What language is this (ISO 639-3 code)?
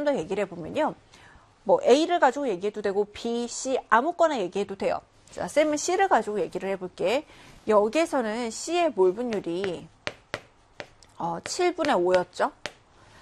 kor